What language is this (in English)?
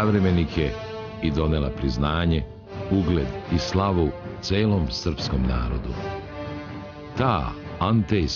Serbian